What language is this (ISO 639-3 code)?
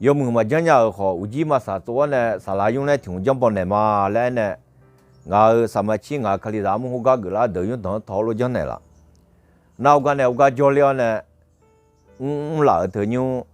ahk